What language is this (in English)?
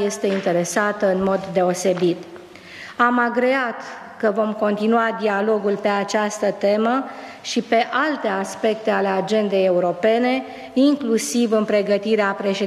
Romanian